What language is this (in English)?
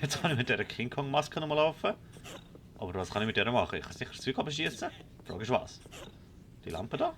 Swiss German